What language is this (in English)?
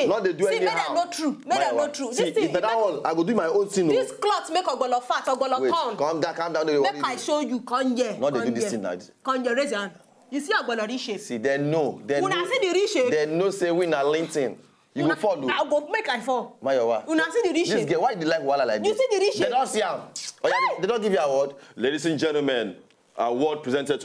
Nigerian Pidgin